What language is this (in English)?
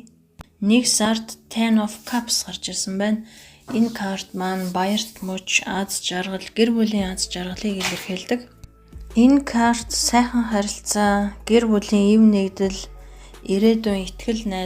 Mongolian